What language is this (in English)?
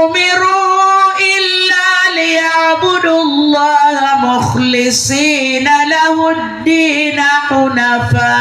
Maranao